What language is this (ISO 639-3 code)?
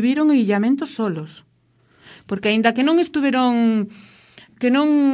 glg